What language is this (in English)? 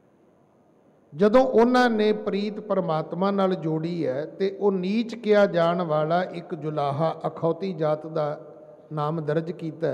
Punjabi